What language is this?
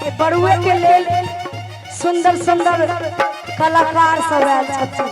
Maithili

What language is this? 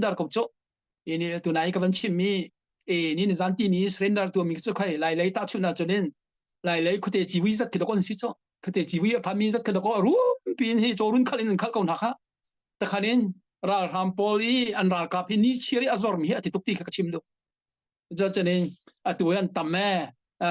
Hakha Chin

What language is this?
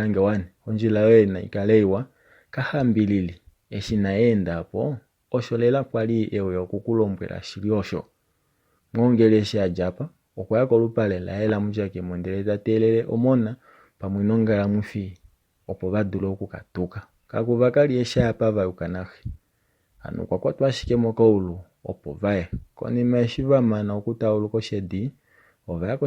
Kuanyama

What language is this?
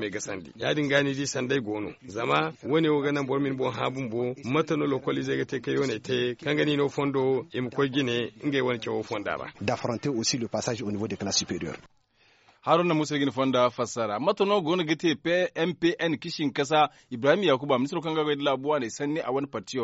Zarma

